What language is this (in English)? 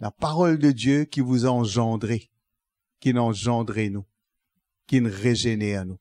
Morisyen